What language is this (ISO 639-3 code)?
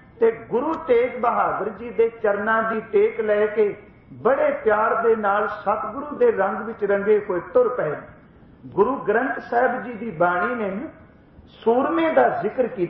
pan